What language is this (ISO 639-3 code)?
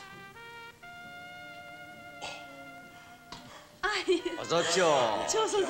kor